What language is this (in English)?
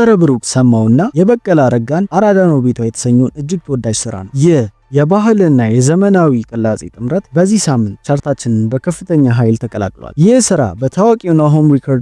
Amharic